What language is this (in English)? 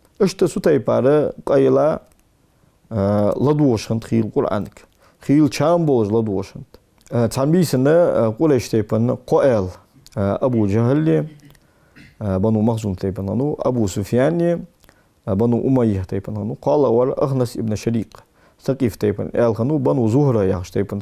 Ingush